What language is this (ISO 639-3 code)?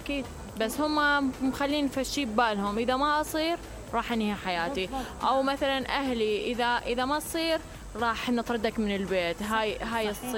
acm